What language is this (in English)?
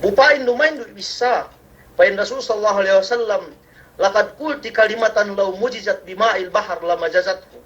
Yakan